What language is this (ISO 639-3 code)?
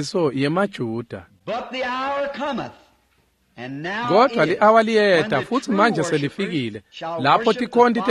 ssw